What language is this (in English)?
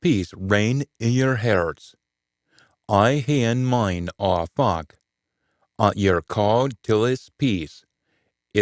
Scots